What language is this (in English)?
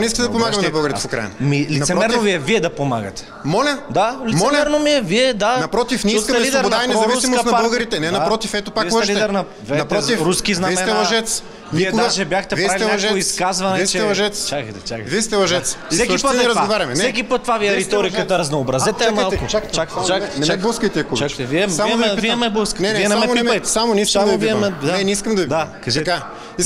Bulgarian